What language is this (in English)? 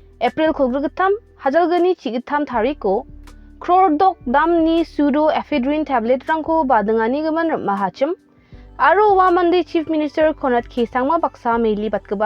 Garo